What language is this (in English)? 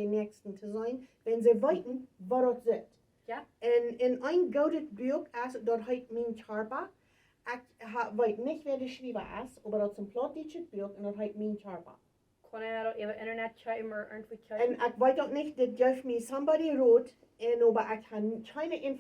Plautdietsch